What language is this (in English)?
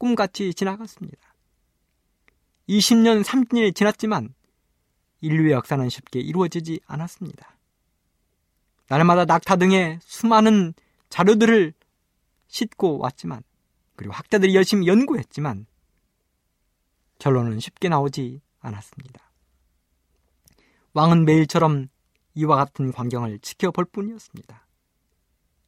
Korean